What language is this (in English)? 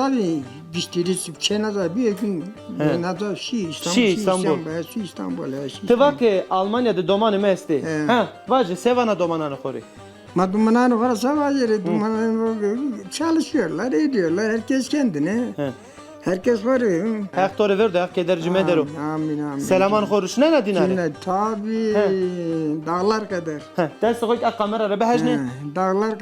Zaza